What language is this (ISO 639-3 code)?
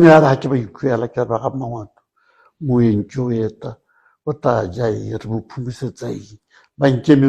tsn